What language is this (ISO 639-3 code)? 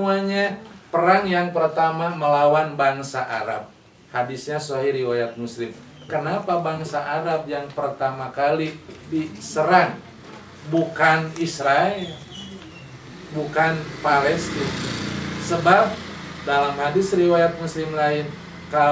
ind